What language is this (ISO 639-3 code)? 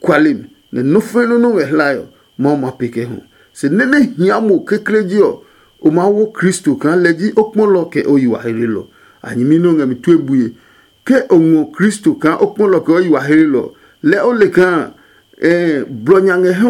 ada